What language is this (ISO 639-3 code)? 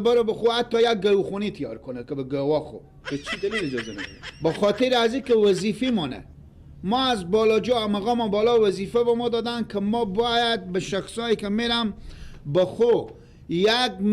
fas